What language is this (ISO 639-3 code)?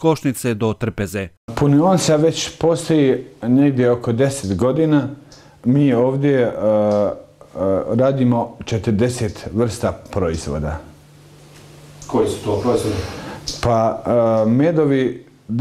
bos